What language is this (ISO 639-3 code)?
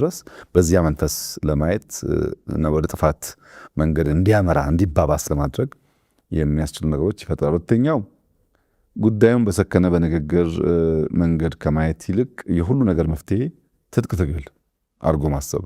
amh